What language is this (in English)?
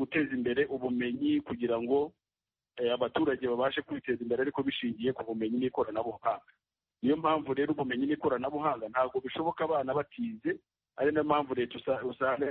Kinyarwanda